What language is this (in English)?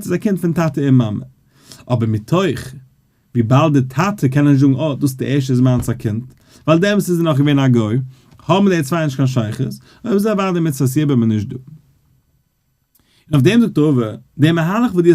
Yiddish